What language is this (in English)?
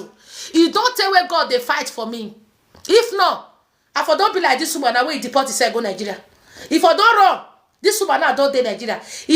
Nigerian Pidgin